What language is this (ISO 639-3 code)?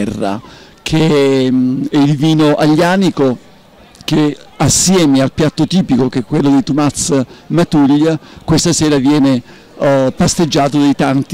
ita